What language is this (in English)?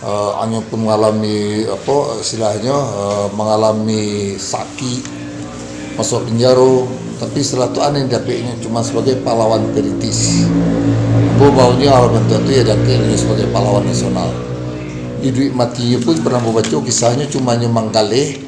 Minangkabau